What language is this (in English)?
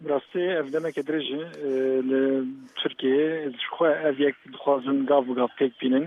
Kurdish